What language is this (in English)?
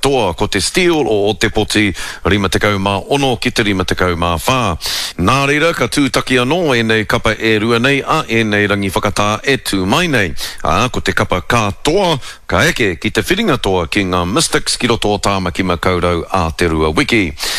Māori